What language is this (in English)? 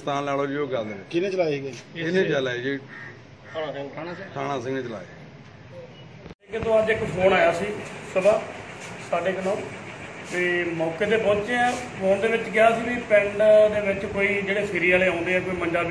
Punjabi